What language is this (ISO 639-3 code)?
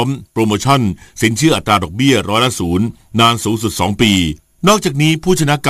tha